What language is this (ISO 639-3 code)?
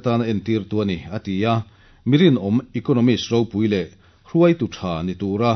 lus